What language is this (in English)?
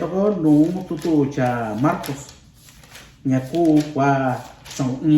Mixtepec Mixtec